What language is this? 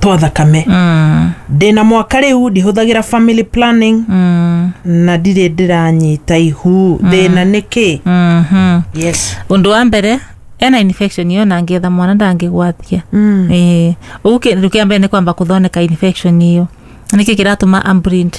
Kikuyu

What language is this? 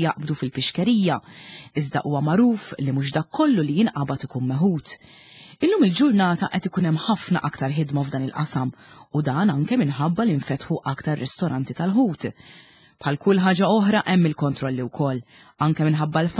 Maltese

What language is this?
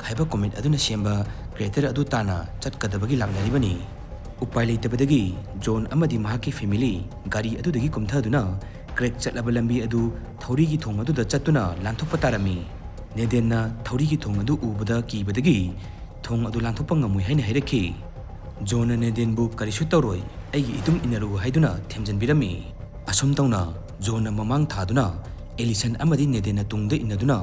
Manipuri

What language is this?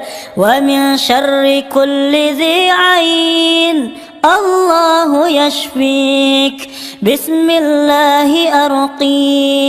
Arabic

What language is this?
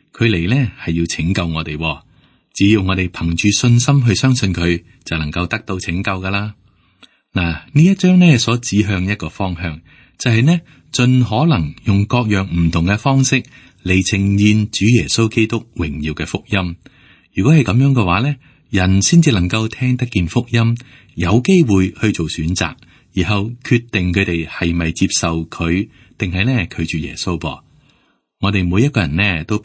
Cantonese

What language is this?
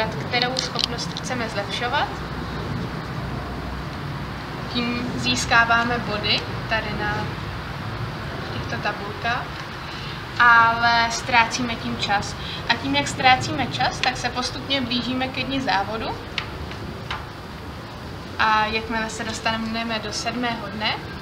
Czech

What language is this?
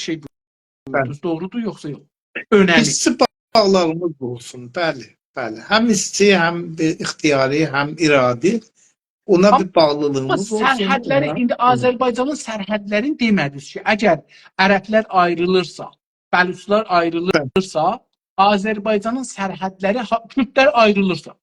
South Azerbaijani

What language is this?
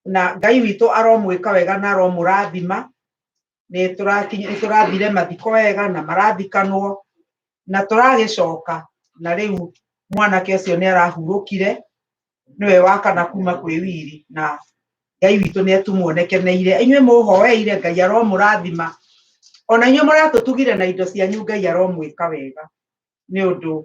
Kikuyu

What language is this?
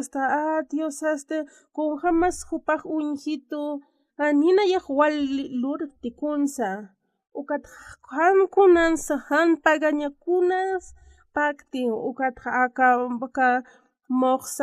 Aymara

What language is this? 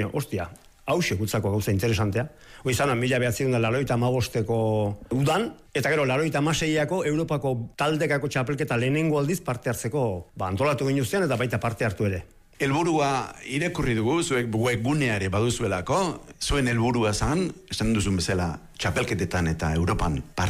Basque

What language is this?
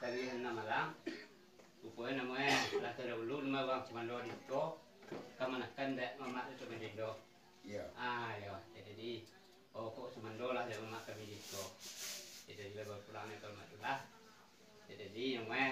Minangkabau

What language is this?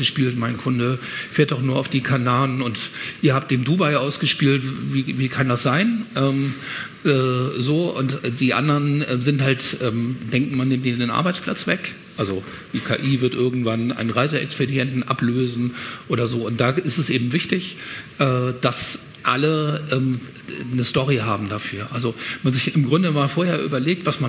German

